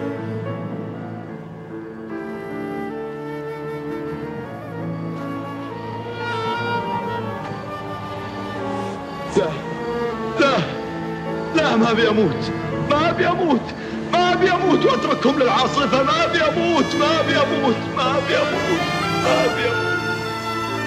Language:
Gulf Arabic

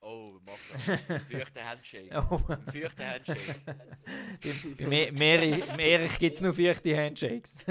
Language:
Swiss German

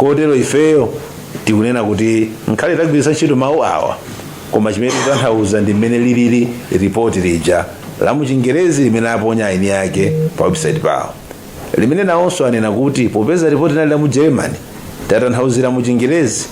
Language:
Nyanja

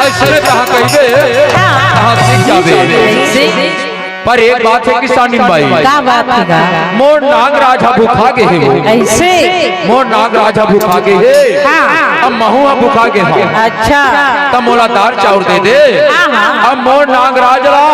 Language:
Chhattisgarhi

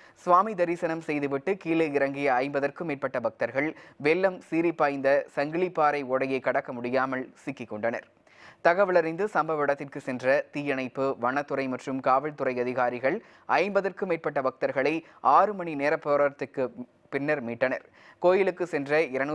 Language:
Tamil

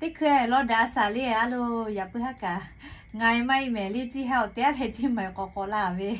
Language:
Lahu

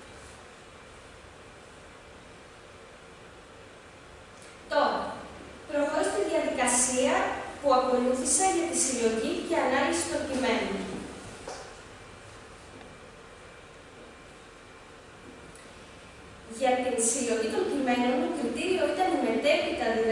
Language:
Greek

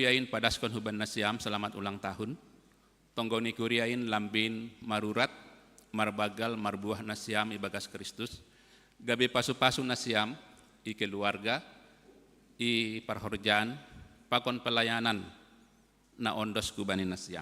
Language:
Batak Simalungun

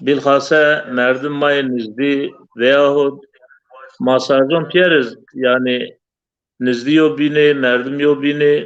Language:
Zaza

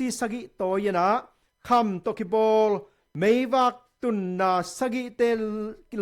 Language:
Tedim Chin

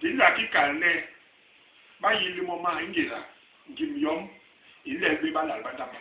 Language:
Basaa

